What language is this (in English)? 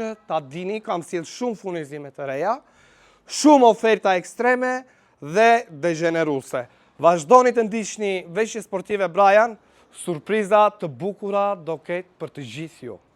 Albanian